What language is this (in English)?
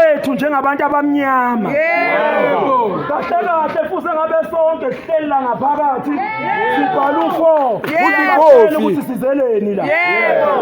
Zulu